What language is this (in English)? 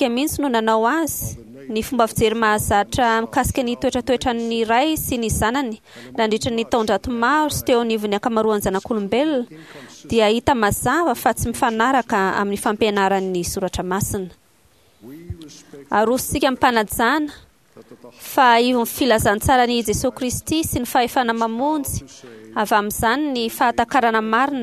Malagasy